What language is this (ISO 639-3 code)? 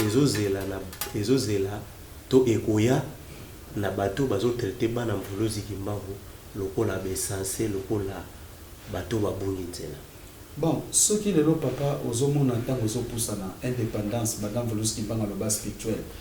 lin